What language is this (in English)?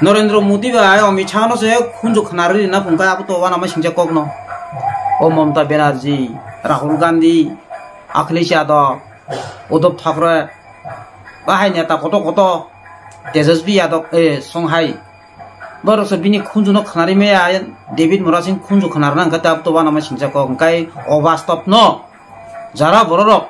Kok Borok